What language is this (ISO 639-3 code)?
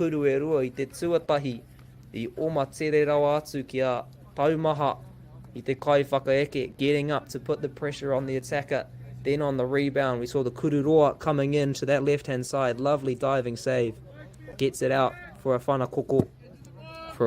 mri